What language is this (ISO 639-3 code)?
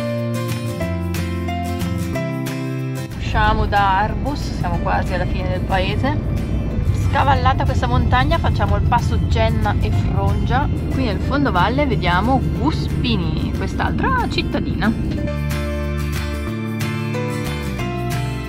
ita